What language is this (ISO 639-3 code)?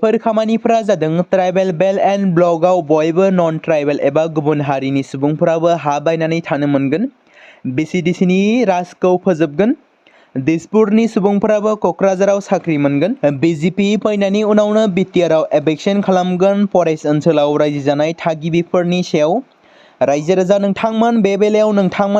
brx